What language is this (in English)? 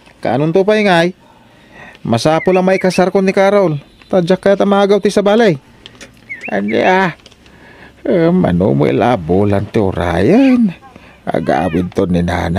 Iloko